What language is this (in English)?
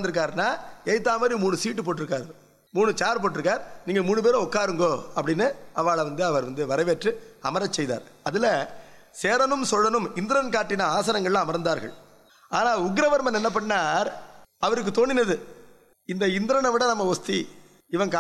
Tamil